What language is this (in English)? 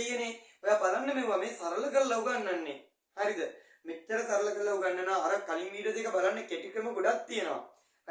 Sinhala